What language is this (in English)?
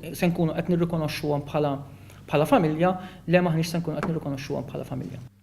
Maltese